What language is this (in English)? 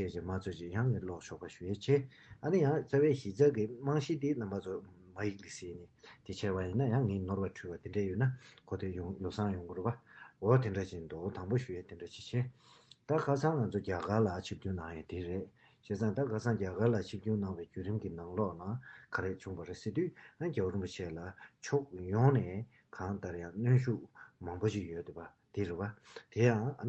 Tibetan